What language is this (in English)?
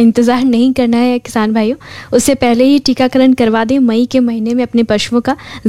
Hindi